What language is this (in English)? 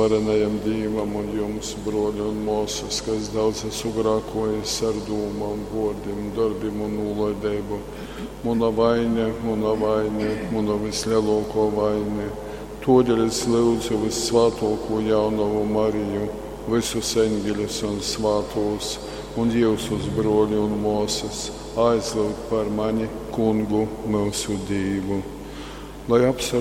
Latgalian